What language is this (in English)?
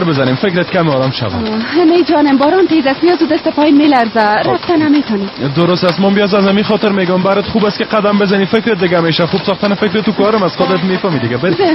Persian